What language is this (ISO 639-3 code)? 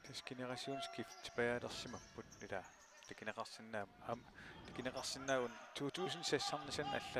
kal